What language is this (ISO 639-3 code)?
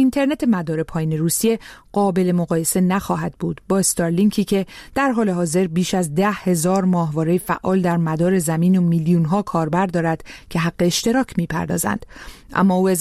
fas